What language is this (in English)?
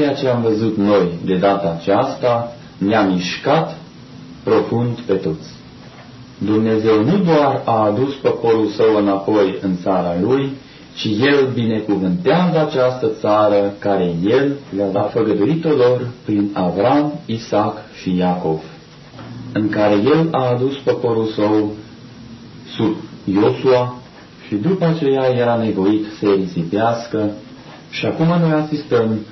Romanian